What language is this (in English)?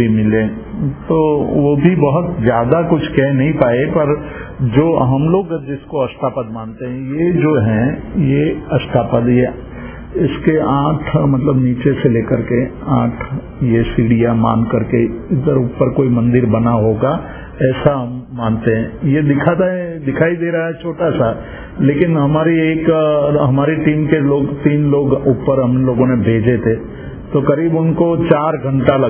Hindi